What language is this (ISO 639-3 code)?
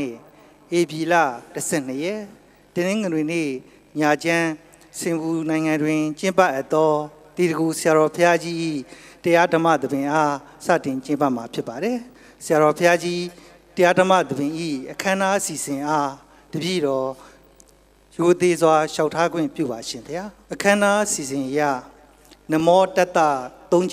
mya